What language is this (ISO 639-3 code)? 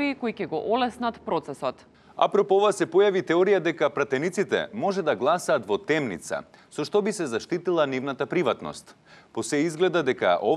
mkd